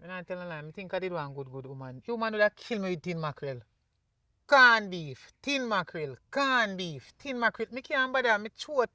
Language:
Jamaican Creole English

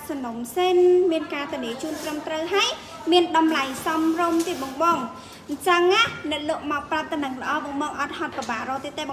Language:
Khmer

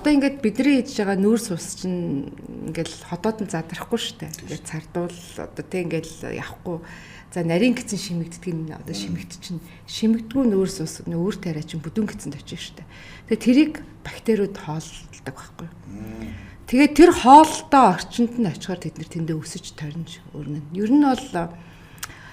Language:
Mongolian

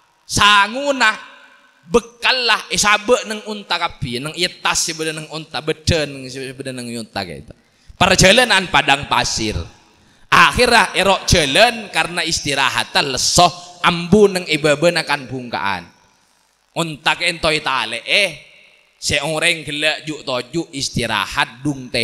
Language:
Madurese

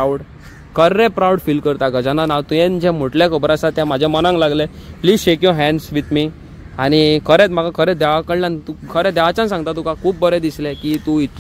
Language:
Konkani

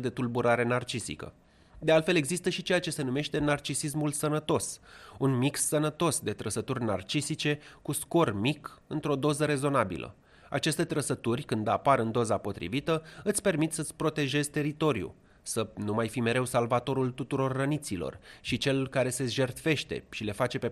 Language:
Romanian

